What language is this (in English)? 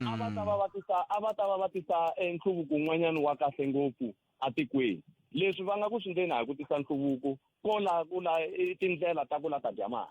Tsonga